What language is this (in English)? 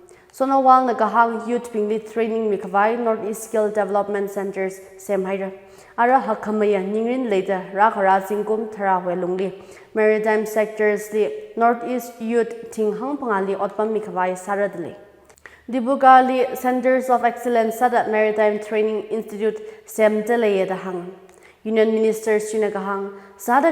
Tangkhul Naga (India)